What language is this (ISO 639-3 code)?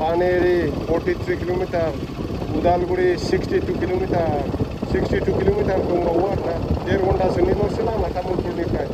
brx